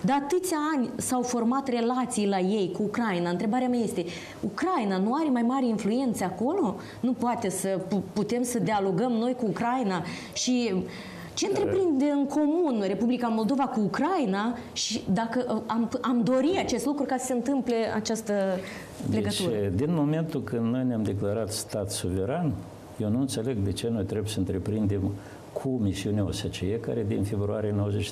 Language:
Romanian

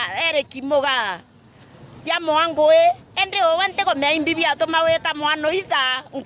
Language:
Meru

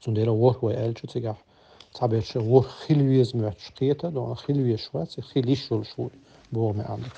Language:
Chechen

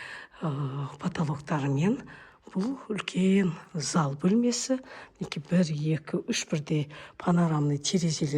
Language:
Kazakh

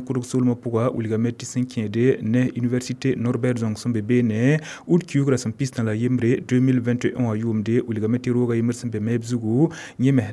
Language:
Mossi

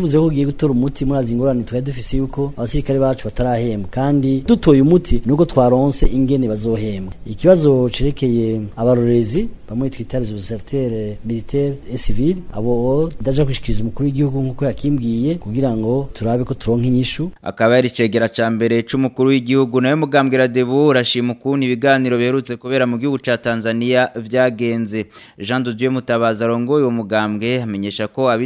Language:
Rundi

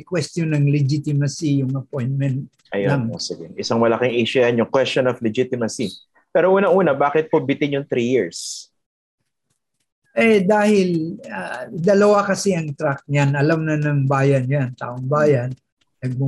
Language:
Filipino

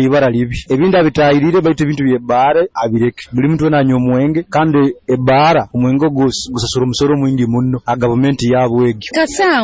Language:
Nyoro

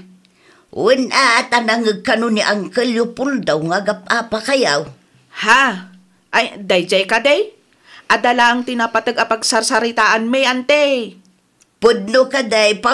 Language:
Iloko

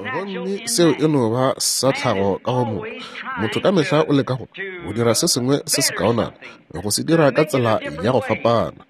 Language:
Northern Sotho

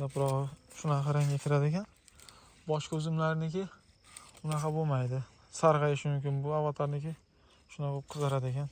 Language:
Uzbek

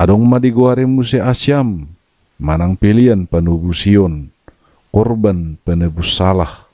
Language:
Batak Toba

